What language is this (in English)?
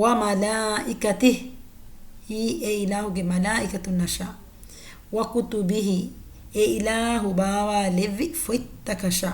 Divehi